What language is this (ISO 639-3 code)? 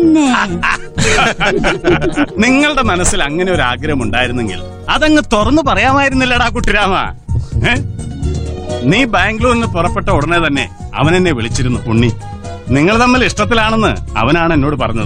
mal